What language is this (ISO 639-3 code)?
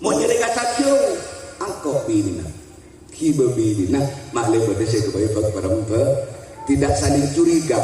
mad